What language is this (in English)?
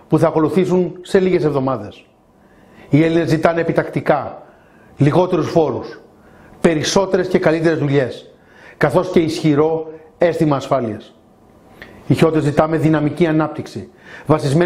Greek